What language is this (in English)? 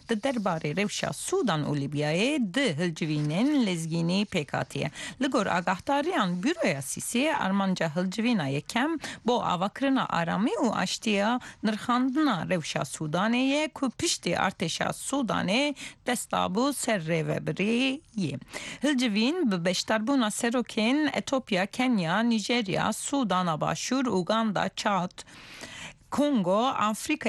Kurdish